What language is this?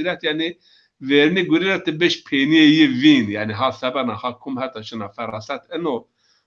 Zaza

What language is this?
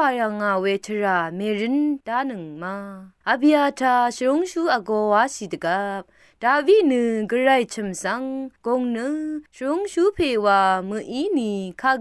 Rawang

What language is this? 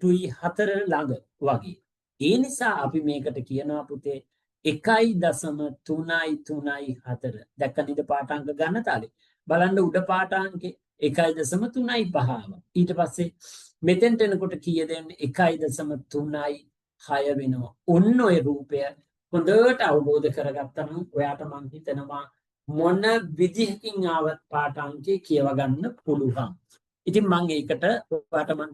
Sinhala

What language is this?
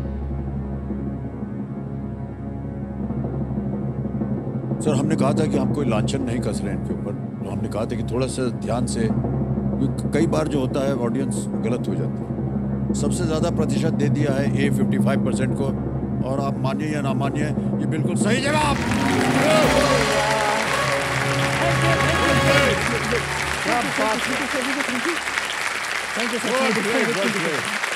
Hindi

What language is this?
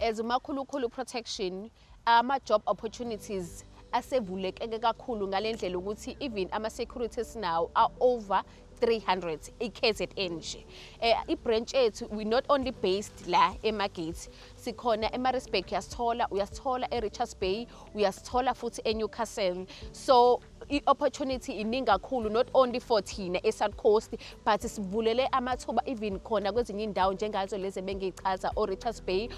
Zulu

